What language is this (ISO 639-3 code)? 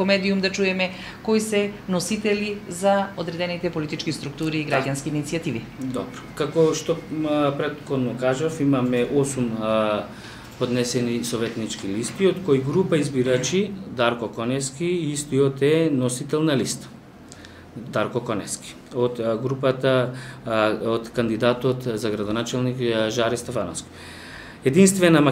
mkd